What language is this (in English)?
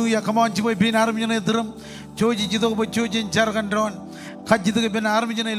Marshallese